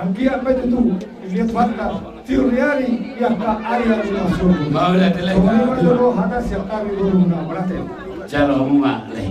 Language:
Batak Toba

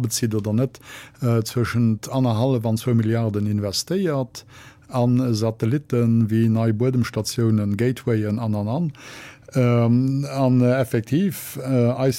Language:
Luxembourgish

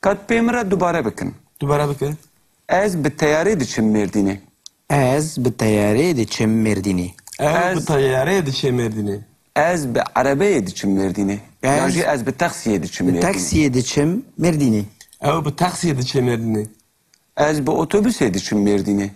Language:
Kurdish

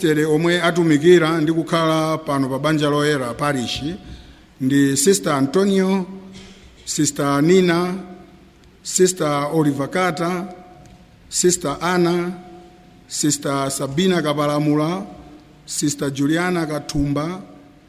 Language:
Nyanja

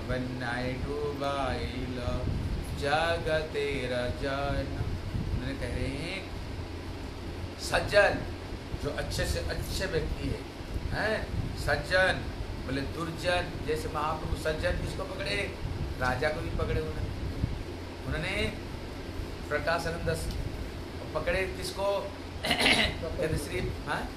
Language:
Hindi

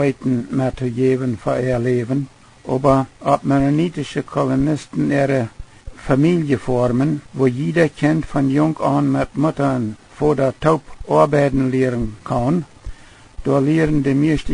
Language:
Plautdietsch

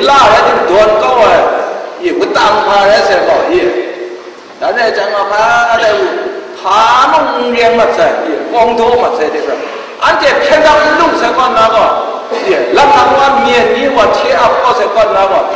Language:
Kachin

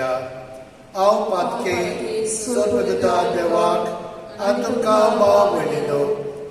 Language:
Konkani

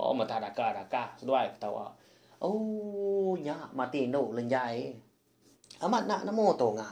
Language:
Iban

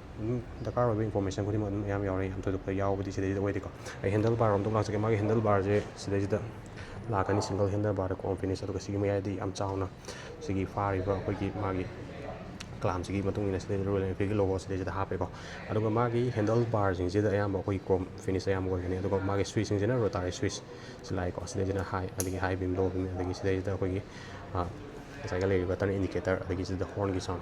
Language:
Manipuri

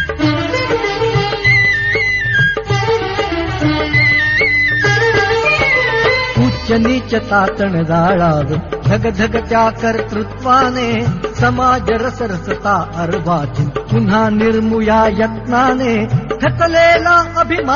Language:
Marathi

